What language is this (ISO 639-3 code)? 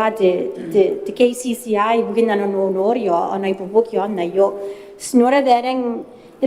gil